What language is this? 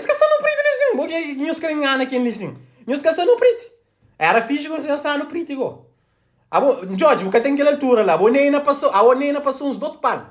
Kabuverdianu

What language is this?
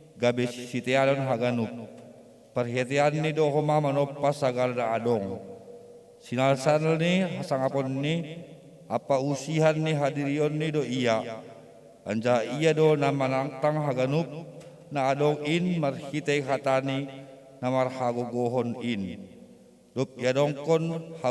Batak Simalungun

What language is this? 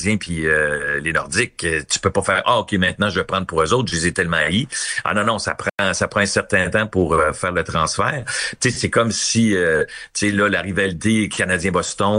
French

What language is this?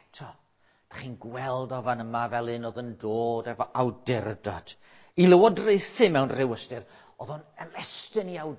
Welsh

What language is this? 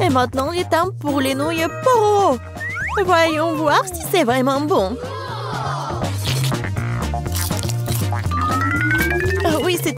French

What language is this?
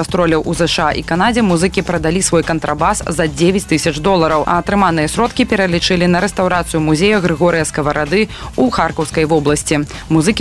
Belarusian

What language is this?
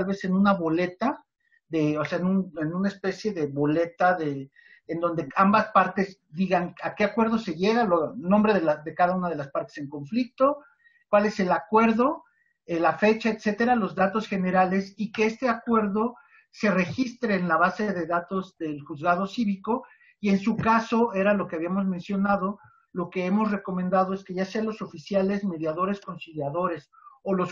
Spanish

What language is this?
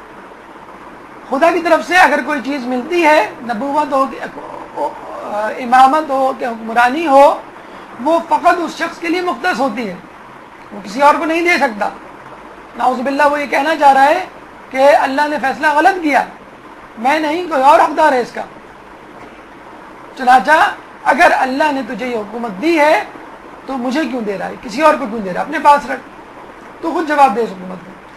Urdu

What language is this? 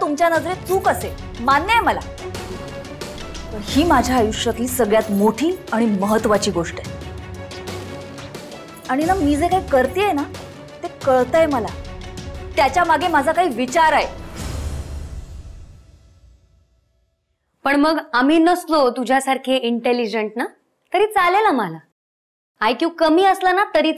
Marathi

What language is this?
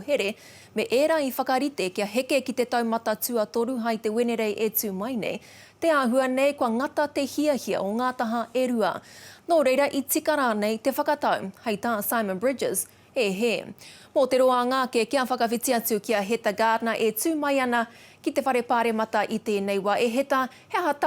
Māori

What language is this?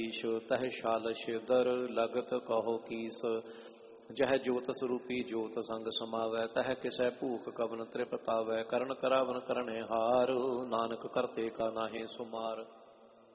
Punjabi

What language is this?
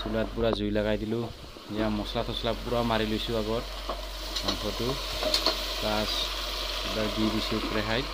Assamese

